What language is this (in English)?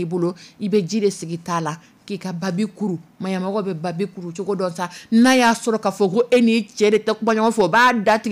Dyula